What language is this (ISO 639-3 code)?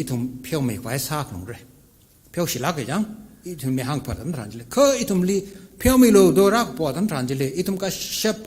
nmf